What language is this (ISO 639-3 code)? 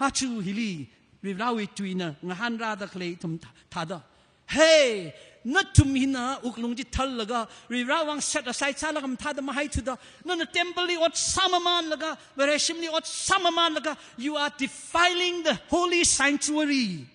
nmf